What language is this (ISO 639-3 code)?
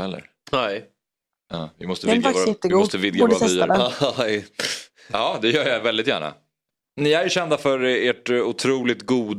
swe